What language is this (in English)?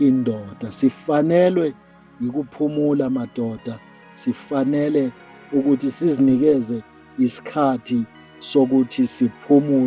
Zulu